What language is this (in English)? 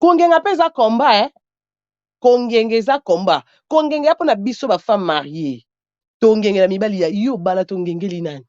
Lingala